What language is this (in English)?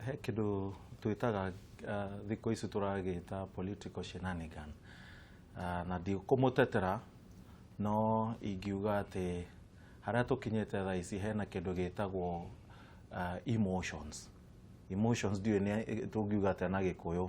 Kikuyu